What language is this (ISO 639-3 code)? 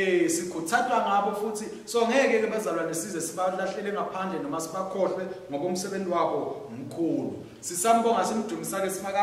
ssw